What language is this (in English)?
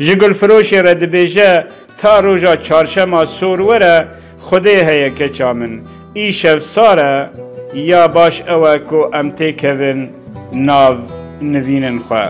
Kurdish